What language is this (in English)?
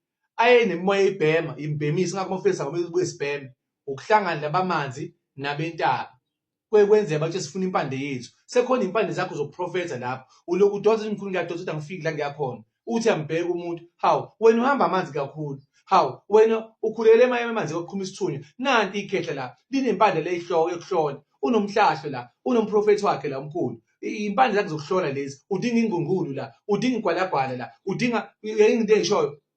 Zulu